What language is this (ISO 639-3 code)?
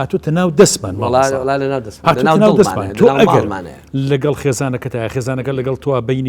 ckb